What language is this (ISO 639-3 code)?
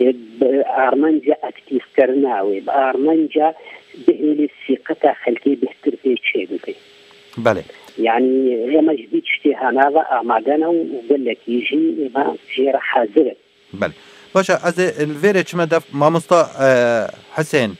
kur